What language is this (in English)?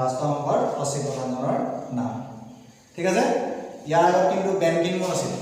Assamese